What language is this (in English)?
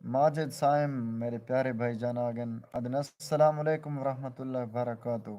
Saraiki